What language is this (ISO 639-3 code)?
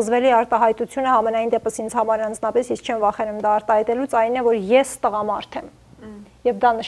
hye